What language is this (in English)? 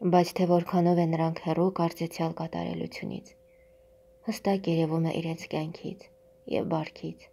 Armenian